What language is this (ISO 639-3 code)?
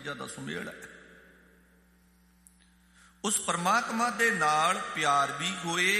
pan